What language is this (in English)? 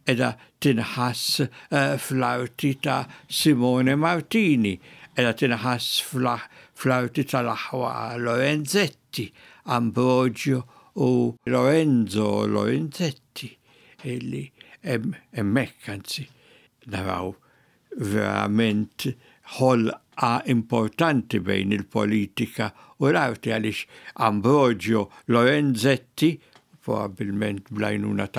Maltese